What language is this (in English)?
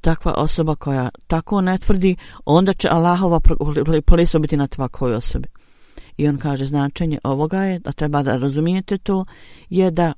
Bosnian